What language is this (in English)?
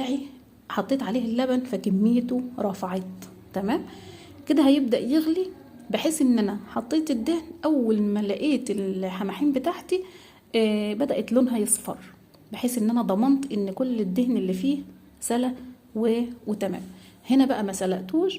Egyptian Arabic